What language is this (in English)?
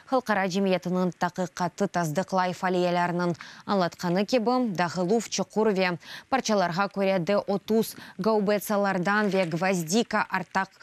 Crimean Tatar